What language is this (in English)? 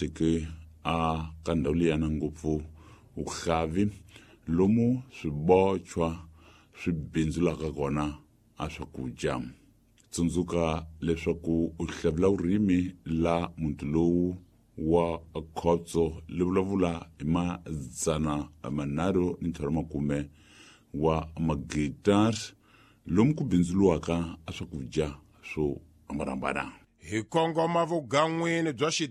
Tsonga